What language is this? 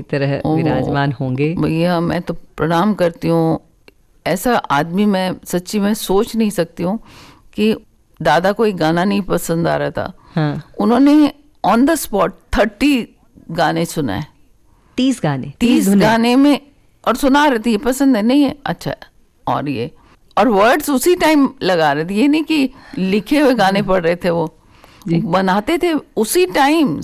Hindi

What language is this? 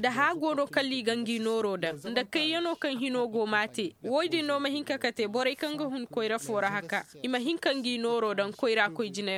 Zarma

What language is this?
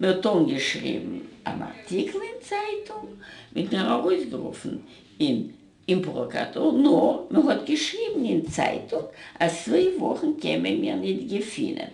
Yiddish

